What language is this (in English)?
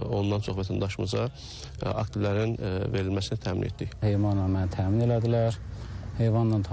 Azerbaijani